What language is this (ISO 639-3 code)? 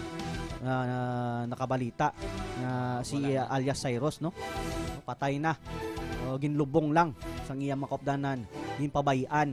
hil